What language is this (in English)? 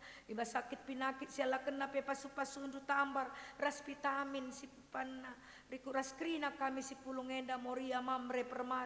Batak Karo